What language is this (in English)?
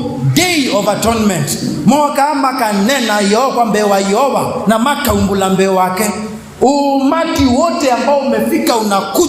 Kamba